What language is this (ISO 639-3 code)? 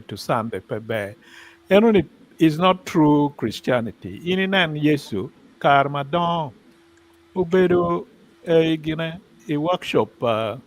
ach